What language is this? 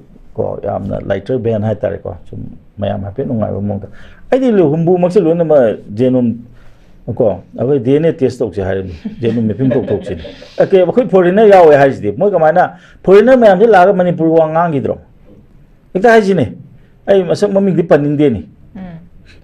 Manipuri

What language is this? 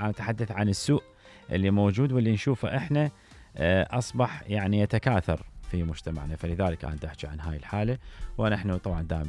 Mesopotamian Arabic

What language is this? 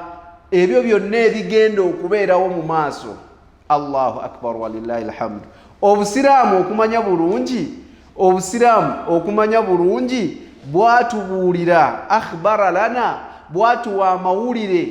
Ganda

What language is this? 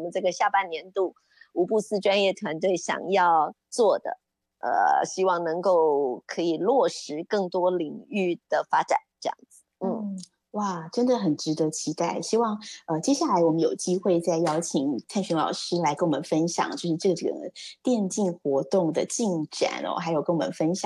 Chinese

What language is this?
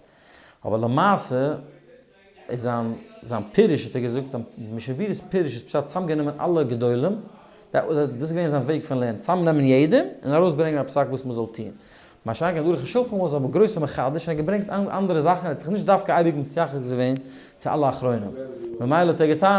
Yiddish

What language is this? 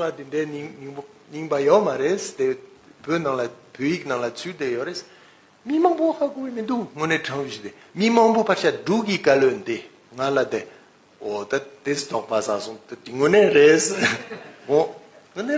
Tibetan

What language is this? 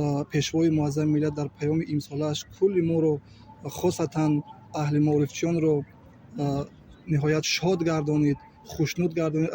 Tajik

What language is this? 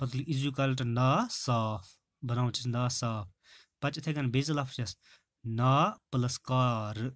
Kashmiri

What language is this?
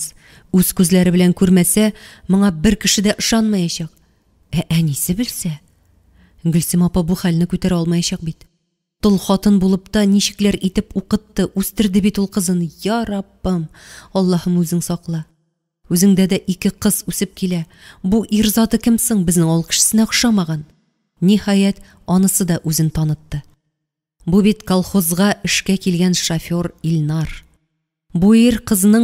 Tatar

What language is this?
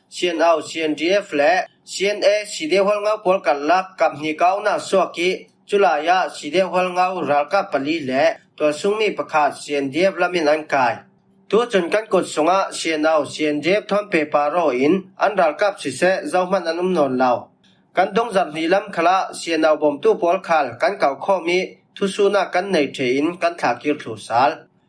Falam Chin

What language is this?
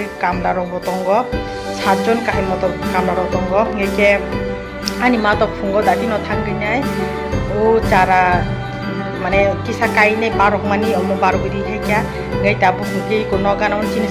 Kok Borok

